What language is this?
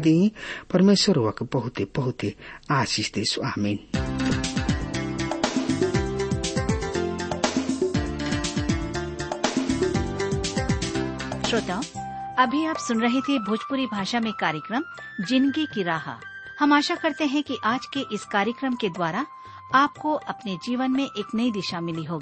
Bhojpuri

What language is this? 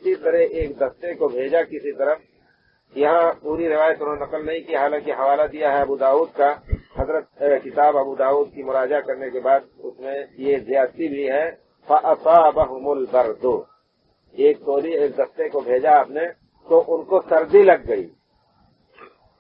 Urdu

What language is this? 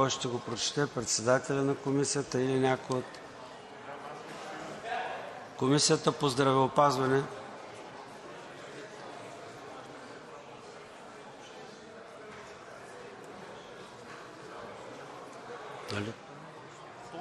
Bulgarian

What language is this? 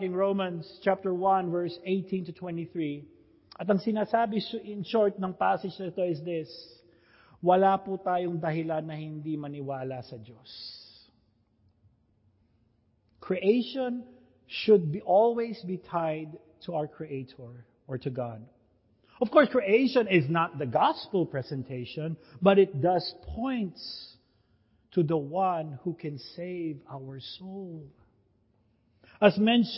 Filipino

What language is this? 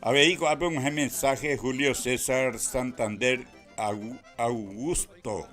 Guarani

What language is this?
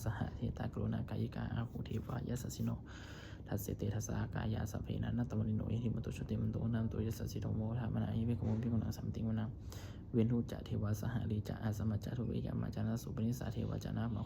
Pali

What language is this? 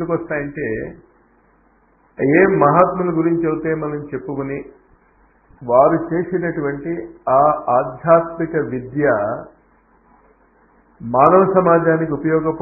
Telugu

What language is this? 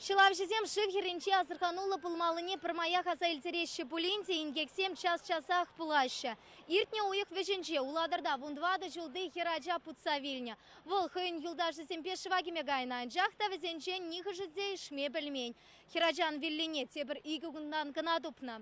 Chuvash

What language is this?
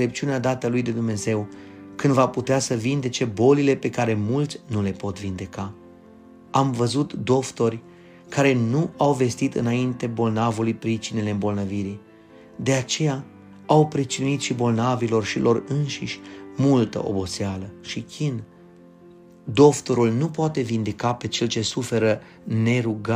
Romanian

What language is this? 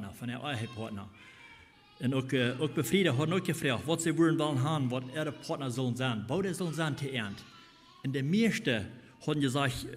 Plautdietsch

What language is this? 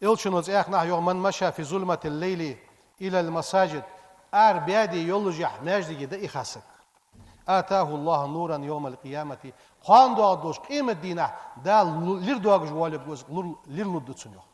Ingush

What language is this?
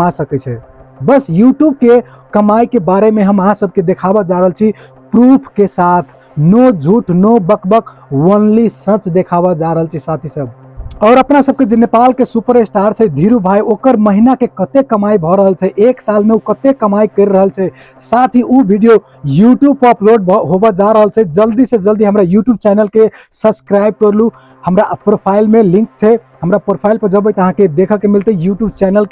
Maithili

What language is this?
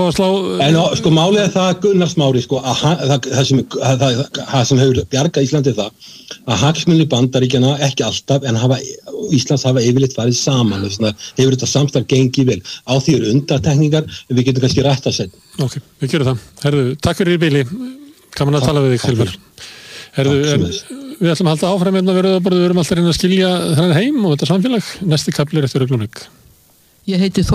Icelandic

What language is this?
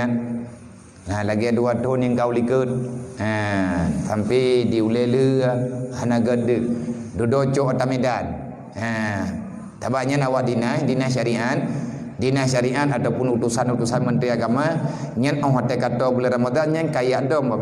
Achinese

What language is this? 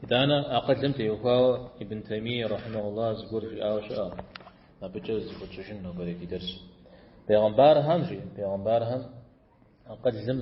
Kabardian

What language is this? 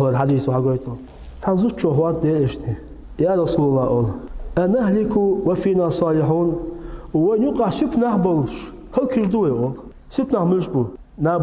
Chechen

